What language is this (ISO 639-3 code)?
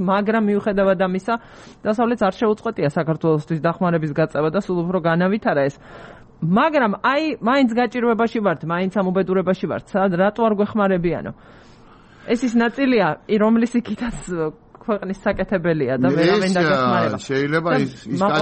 kat